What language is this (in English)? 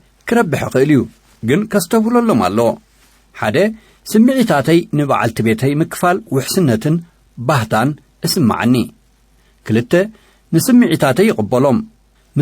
Tigrinya